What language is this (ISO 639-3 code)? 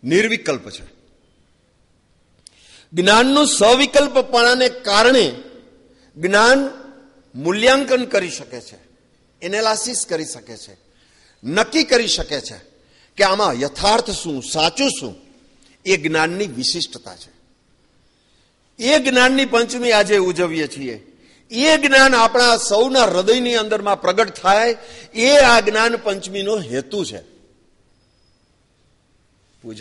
guj